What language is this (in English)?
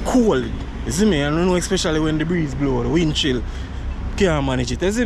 Jamaican Creole English